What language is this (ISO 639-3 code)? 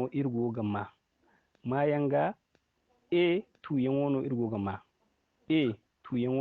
dje